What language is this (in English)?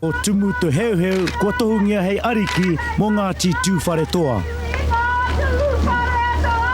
Māori